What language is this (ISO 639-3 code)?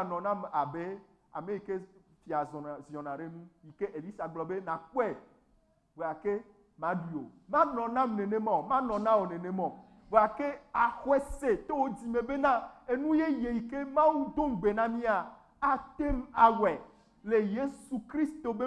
ewe